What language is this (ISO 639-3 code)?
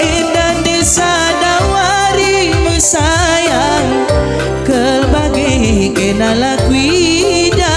btx